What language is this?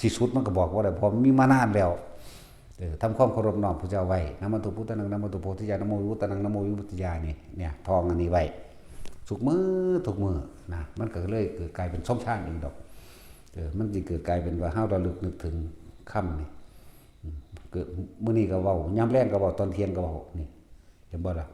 Northeastern Thai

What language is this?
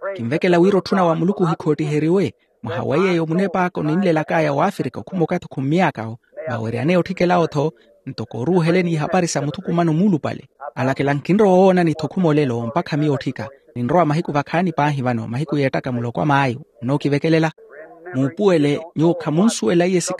Makhuwa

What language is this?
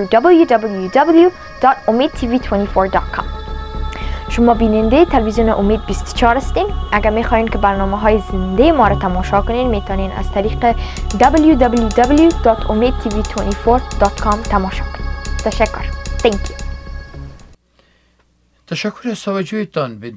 Persian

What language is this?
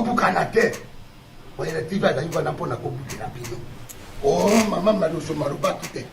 Lingala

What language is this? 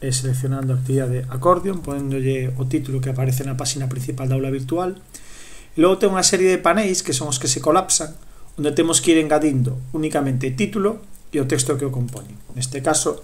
Galician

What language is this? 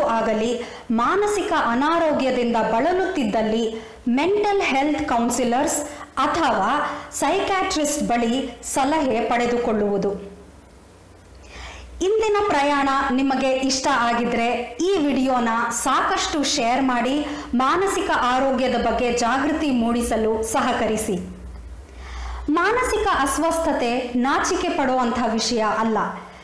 Kannada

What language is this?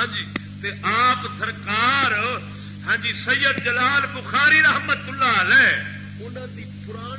Saraiki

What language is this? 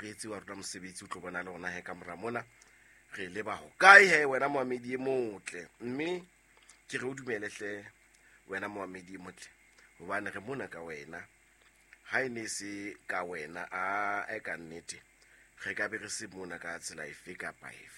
Southern Sotho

